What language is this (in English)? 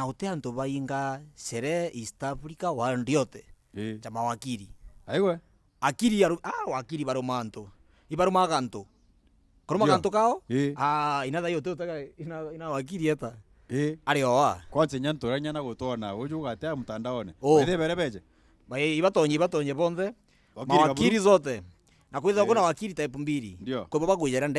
Meru